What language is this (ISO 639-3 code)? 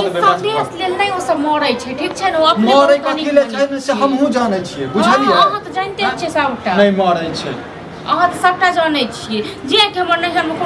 mai